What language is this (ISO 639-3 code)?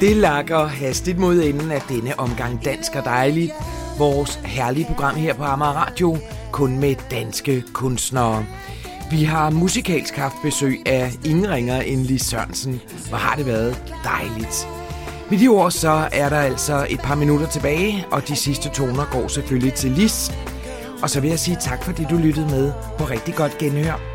dan